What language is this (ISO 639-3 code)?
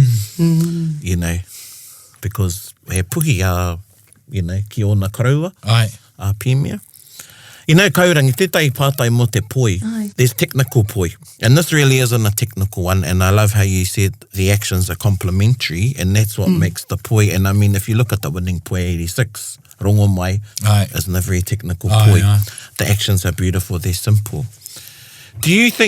mri